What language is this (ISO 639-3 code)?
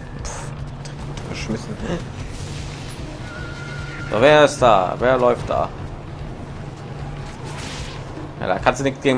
deu